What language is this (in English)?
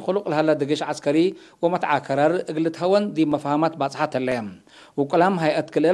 Tigre